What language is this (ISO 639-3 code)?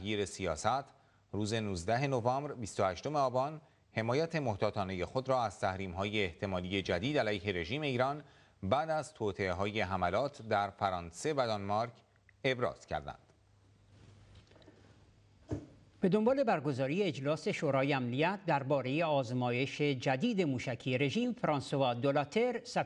fas